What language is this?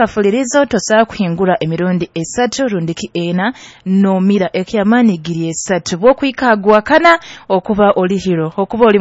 Nyoro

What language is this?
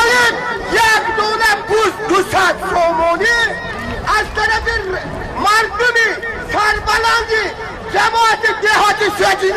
Tajik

